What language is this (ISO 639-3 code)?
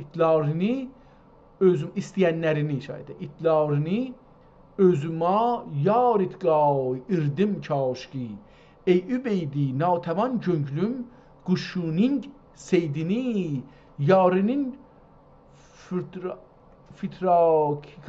azb